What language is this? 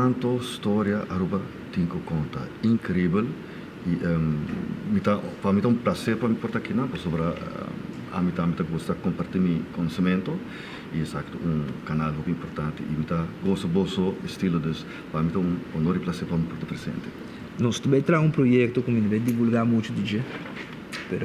Papiamento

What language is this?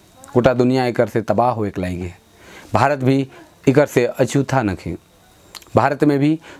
Sadri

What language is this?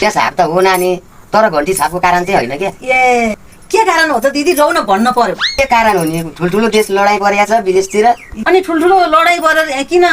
Nepali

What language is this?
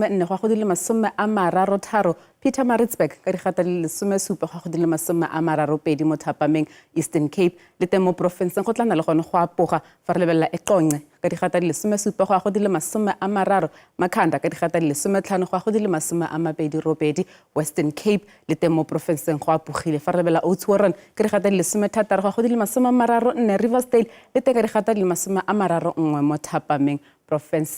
Tswana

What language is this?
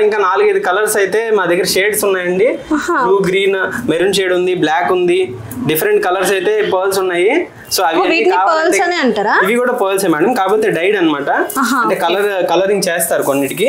Telugu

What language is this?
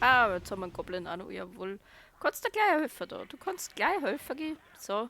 Bavarian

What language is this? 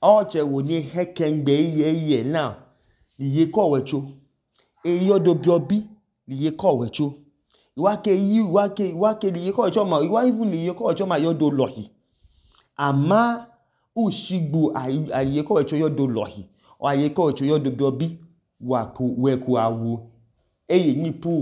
Idoma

